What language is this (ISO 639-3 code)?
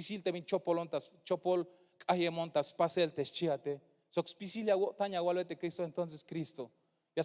tzh